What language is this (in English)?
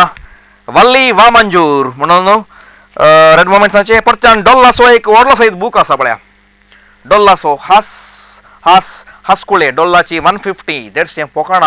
Konkani